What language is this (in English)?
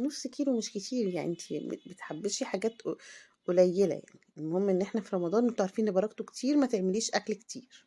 Egyptian Arabic